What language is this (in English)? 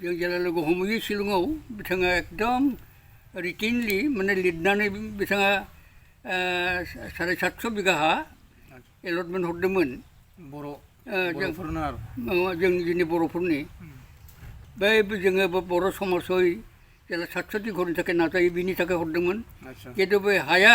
Bodo